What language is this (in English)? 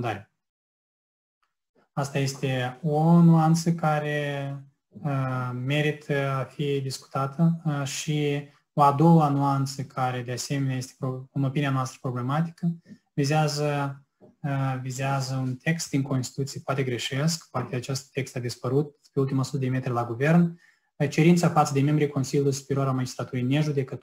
Romanian